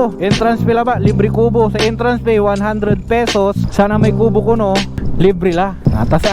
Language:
Pangasinan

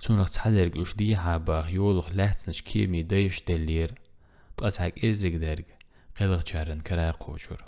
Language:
Chechen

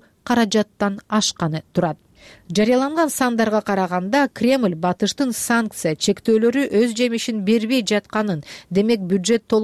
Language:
Kyrgyz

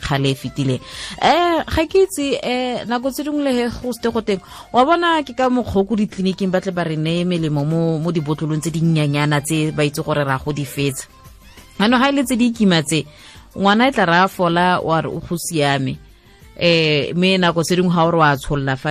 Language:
Tswana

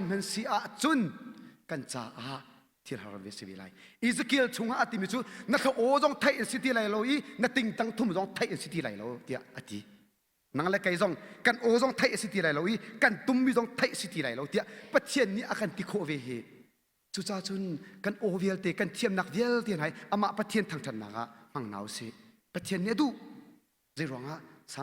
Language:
Hakha Chin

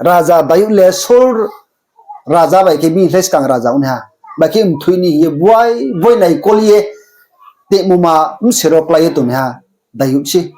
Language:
Riang (India)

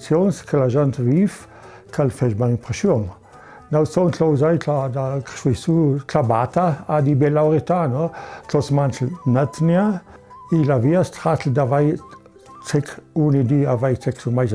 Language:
Ladin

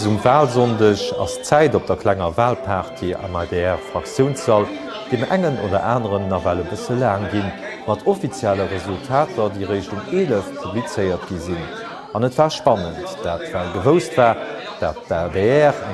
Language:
Luxembourgish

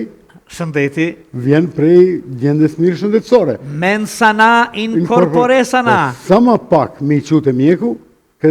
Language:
Albanian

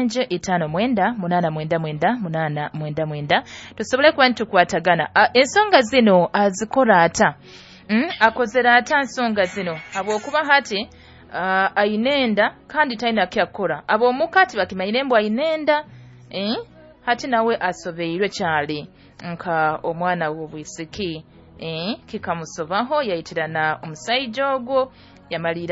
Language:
Nyoro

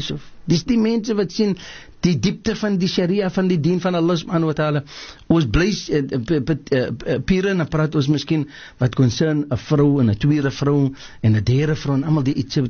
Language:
Afrikaans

